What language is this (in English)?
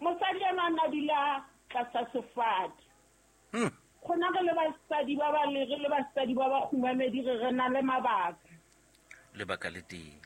Southern Sotho